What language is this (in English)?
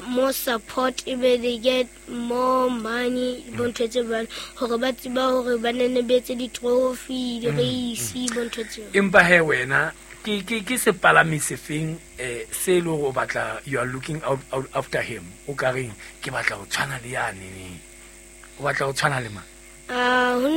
Southern Sotho